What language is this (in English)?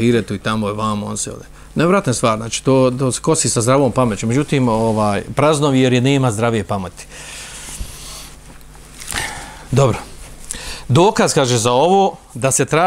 Bosnian